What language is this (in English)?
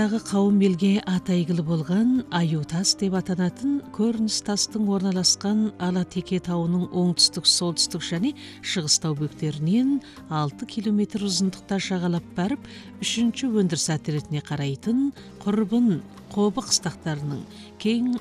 Kazakh